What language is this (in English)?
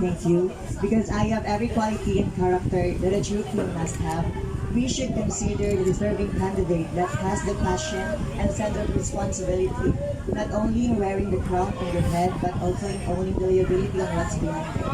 Cebuano